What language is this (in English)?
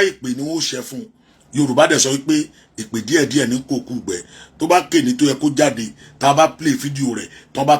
Yoruba